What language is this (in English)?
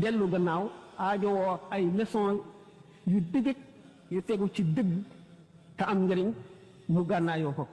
Wolof